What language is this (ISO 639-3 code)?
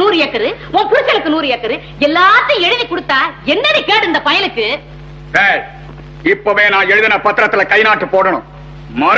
tam